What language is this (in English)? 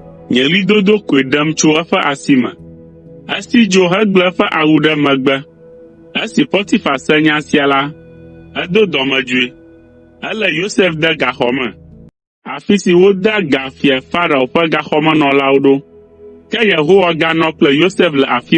Ewe